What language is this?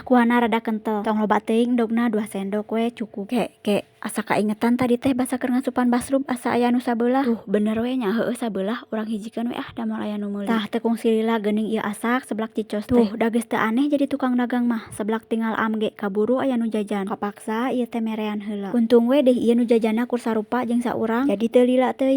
Sundanese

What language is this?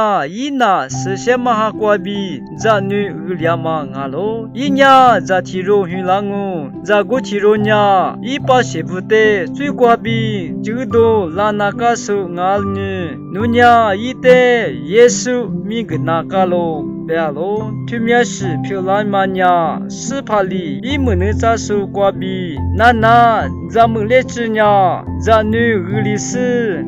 Lisu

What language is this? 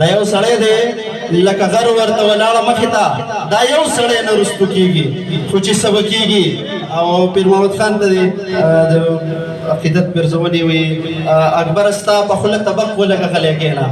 Pashto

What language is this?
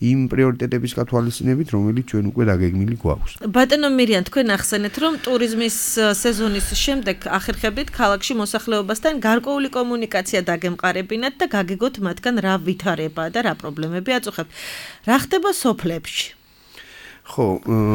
Georgian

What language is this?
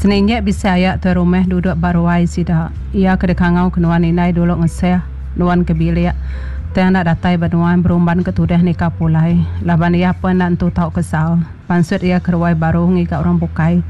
Iban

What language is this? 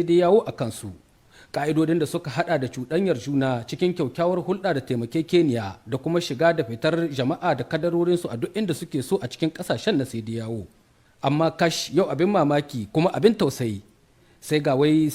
Hausa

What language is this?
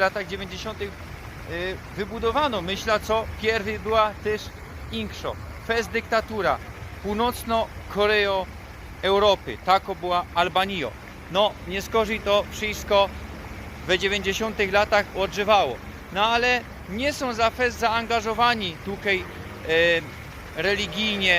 Silesian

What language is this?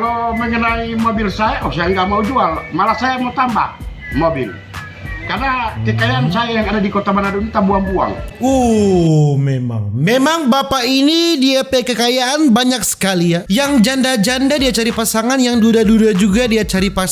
Manado Malay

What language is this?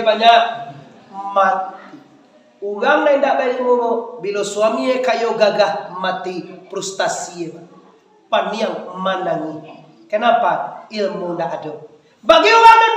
Minangkabau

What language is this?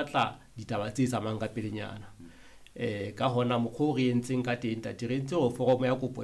Southern Sotho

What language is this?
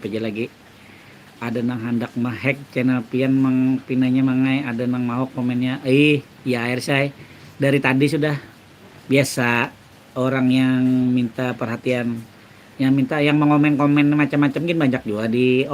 Banjar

